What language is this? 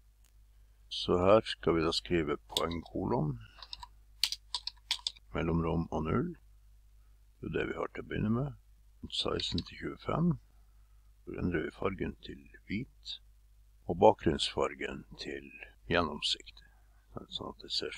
Norwegian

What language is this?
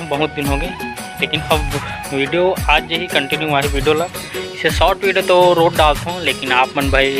Chhattisgarhi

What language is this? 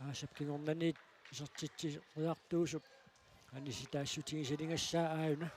Kalaallisut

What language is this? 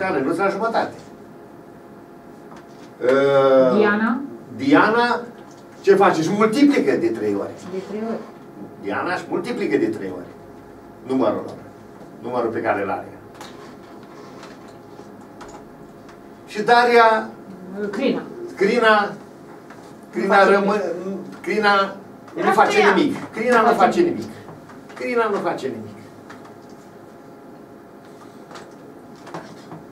Romanian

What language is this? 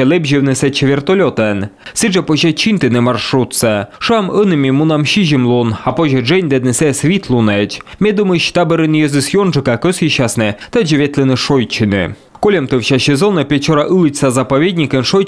Komi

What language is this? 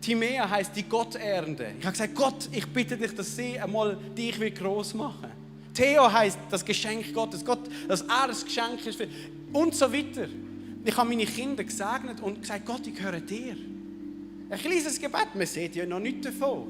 Swiss German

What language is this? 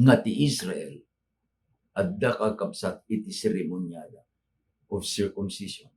Iloko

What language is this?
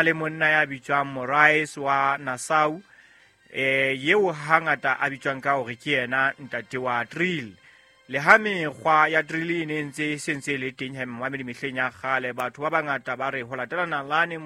Southern Sotho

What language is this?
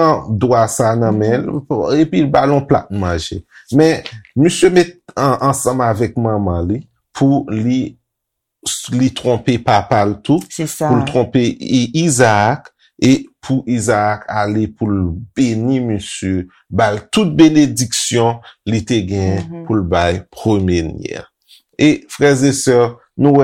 Haitian Creole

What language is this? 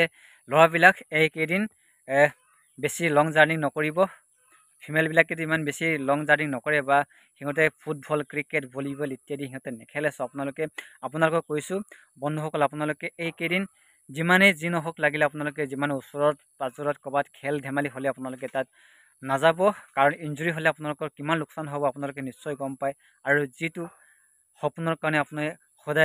Assamese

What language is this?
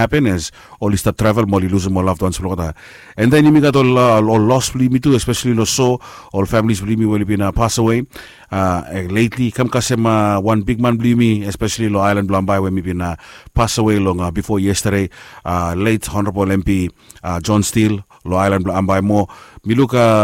Bislama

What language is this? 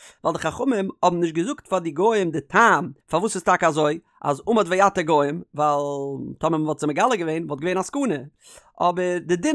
Yiddish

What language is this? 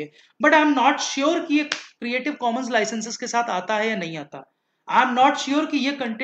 Hindi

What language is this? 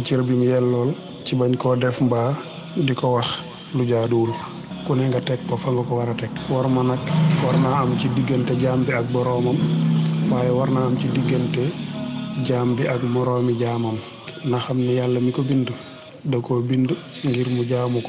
Wolof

